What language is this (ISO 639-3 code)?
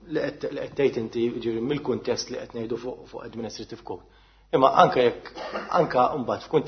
mlt